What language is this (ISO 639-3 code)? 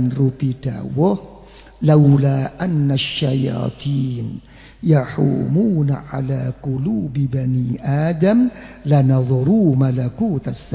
jav